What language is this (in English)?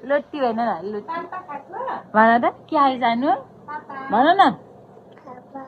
Nepali